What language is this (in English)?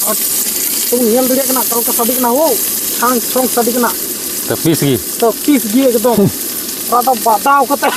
Santali